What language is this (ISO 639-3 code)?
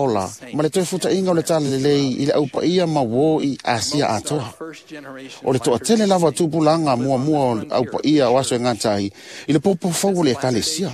smo